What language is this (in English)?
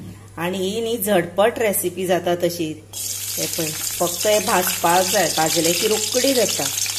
Konkani